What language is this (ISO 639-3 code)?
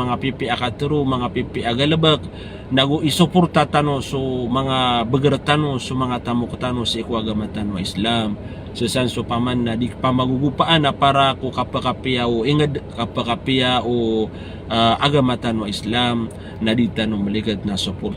mrw